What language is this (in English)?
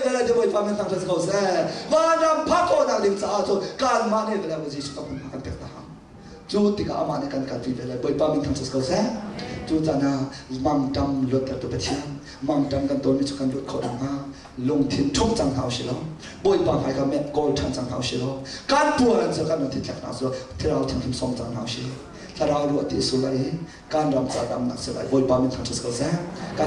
Hakha Chin